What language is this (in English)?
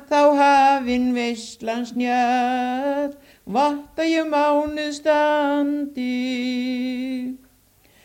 Icelandic